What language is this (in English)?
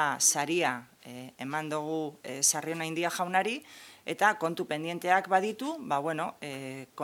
Basque